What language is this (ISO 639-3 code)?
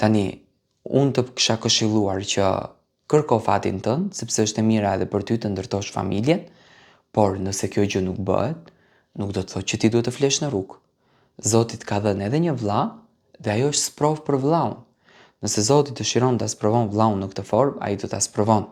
sqi